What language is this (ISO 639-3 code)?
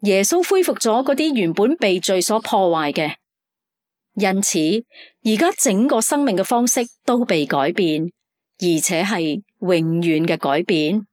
yue